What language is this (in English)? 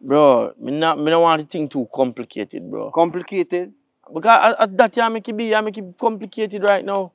Jamaican Creole English